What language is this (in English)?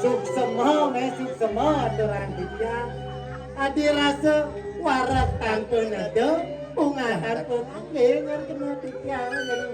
Balinese